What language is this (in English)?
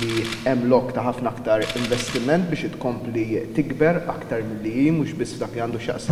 Maltese